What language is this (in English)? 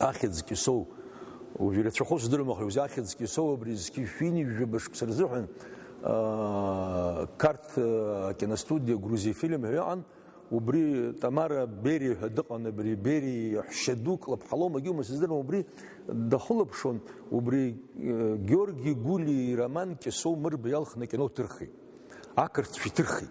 Abkhazian